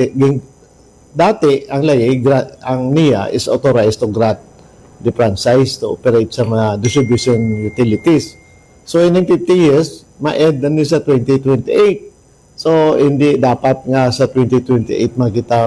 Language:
Hiligaynon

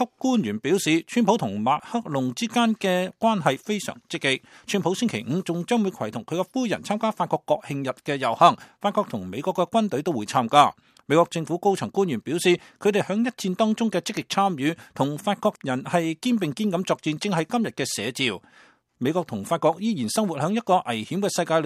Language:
Cantonese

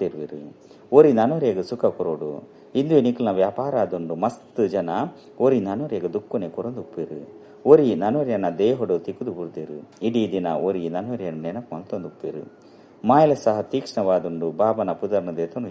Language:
Tulu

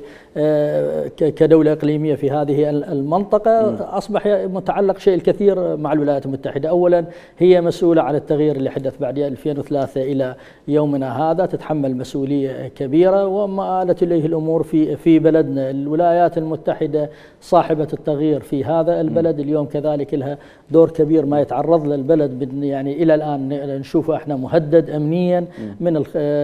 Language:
Mesopotamian Arabic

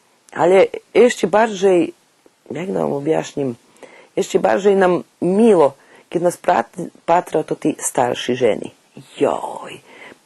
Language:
Rusyn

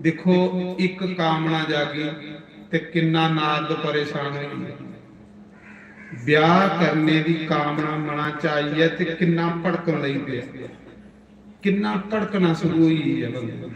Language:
Dogri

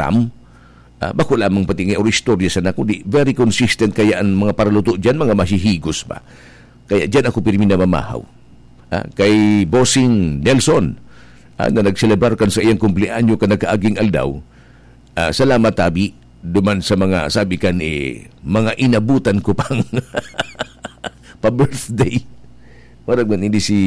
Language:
Bikol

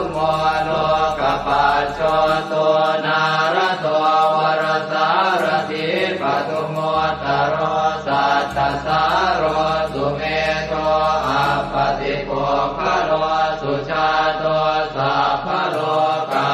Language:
Pali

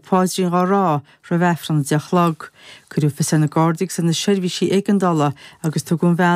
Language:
Irish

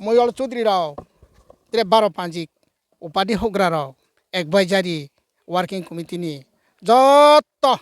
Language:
Riang (India)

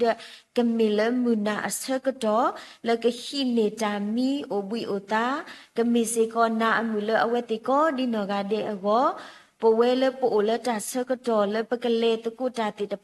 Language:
S'gaw Karen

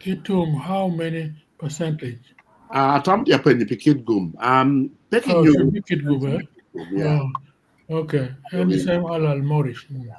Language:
Acoli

